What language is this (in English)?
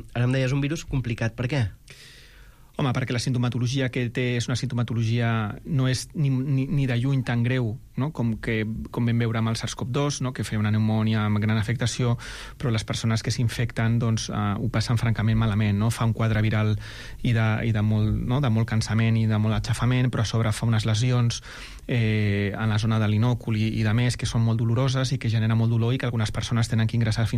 Catalan